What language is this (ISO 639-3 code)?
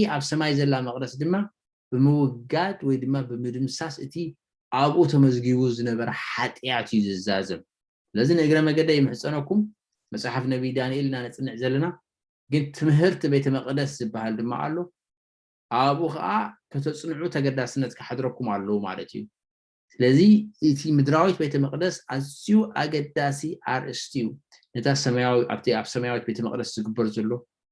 tir